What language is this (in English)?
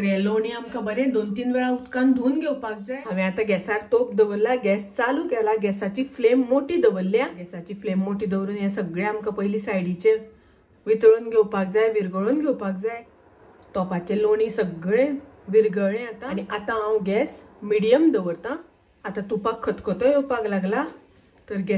Konkani